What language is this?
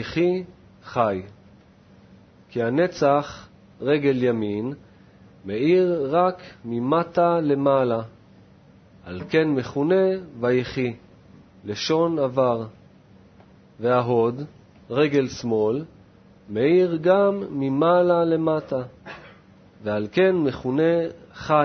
Hebrew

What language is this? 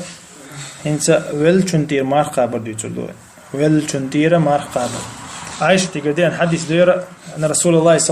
Chechen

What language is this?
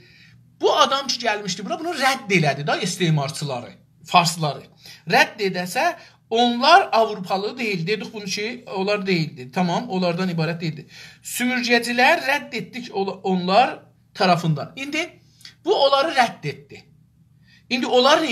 South Azerbaijani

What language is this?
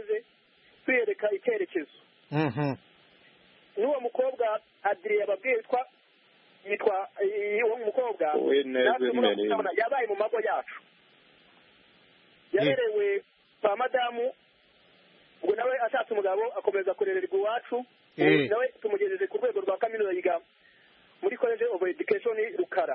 Kinyarwanda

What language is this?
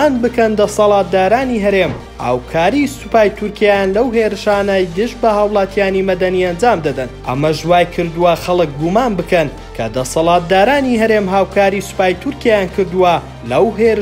Central Kurdish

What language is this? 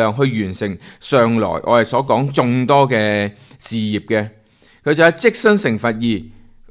Cantonese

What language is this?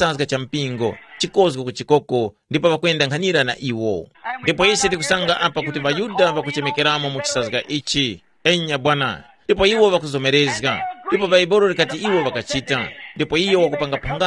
Tumbuka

